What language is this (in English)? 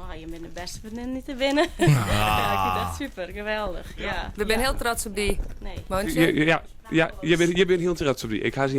Western Frisian